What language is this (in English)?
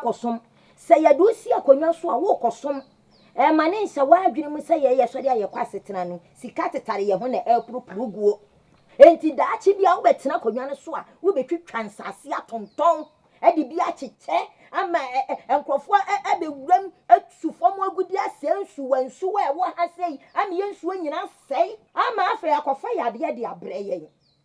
Akan